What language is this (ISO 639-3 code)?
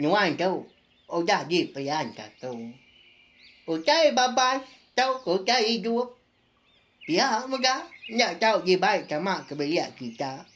iba